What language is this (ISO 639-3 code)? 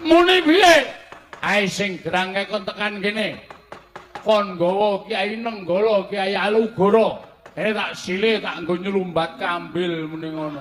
jav